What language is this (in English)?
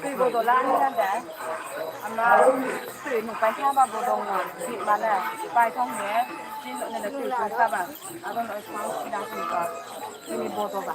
Riang (India)